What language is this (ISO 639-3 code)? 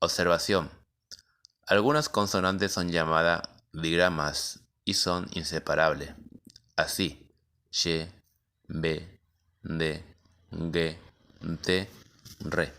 grn